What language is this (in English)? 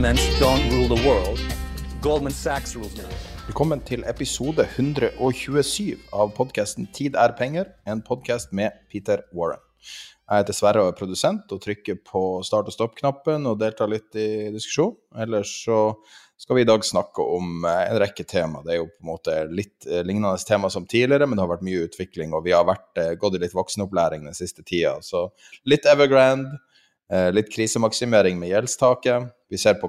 Norwegian